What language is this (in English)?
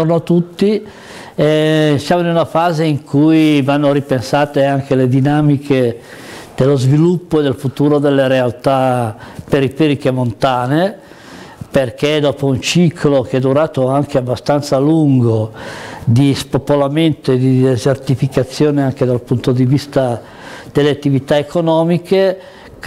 Italian